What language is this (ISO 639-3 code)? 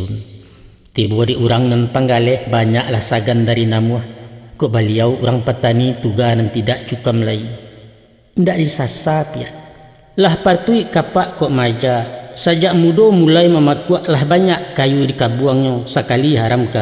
min